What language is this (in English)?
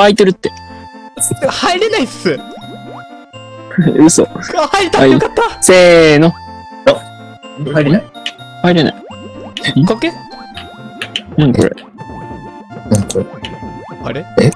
Japanese